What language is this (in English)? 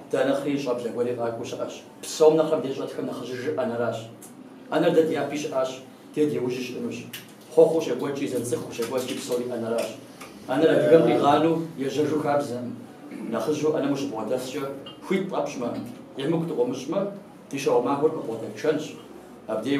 Kabardian